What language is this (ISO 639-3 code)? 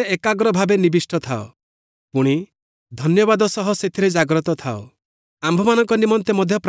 ori